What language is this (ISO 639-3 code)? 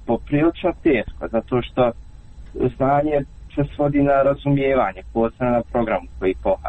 hrv